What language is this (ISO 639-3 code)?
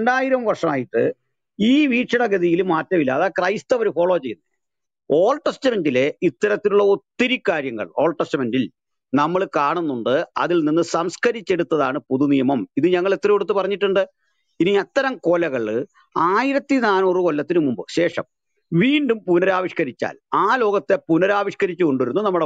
mal